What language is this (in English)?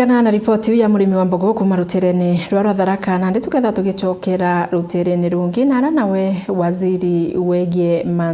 Meru